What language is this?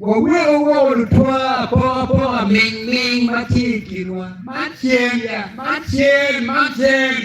Acoli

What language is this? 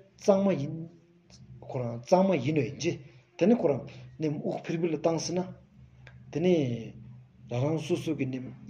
Stod Bhoti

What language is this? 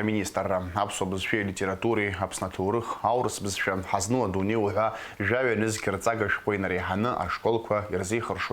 Abkhazian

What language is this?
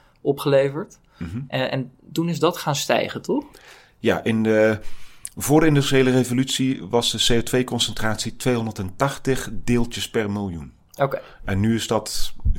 Dutch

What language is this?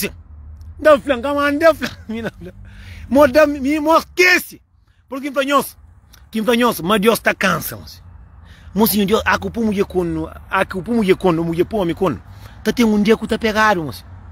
Kabuverdianu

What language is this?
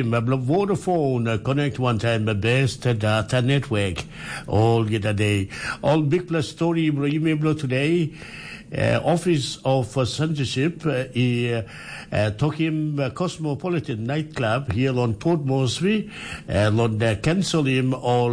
Tok Pisin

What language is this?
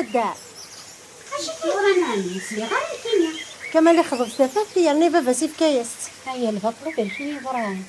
Kabyle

